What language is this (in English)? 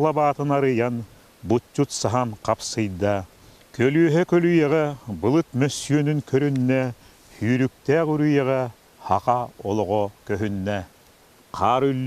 Yakut